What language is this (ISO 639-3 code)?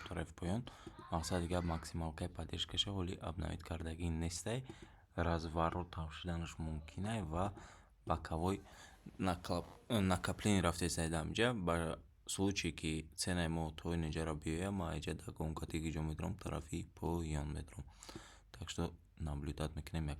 tgk